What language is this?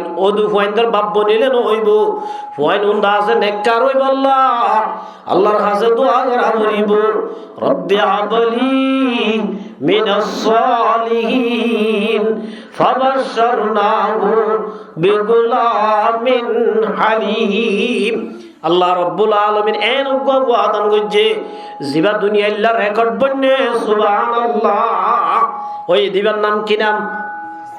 Rohingya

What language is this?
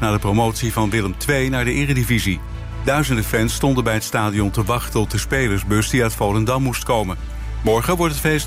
Dutch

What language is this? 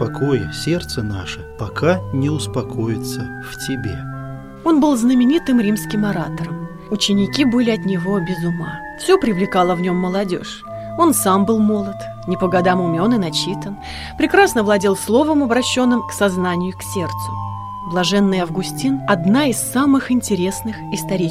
Russian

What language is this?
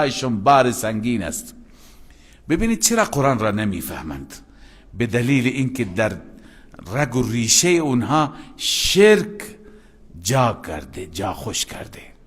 Persian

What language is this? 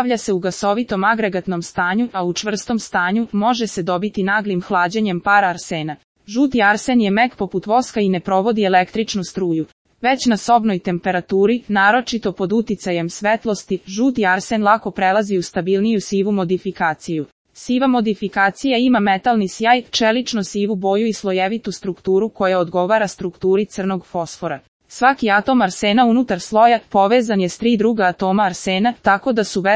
Serbian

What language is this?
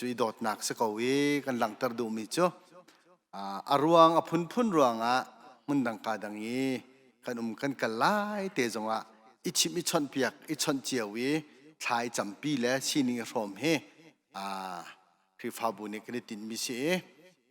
Hakha Chin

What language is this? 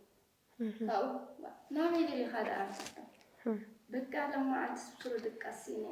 Tigrinya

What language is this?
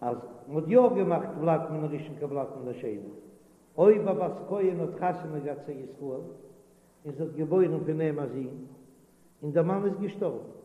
Yiddish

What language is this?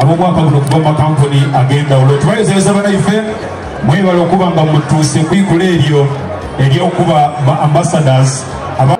Soga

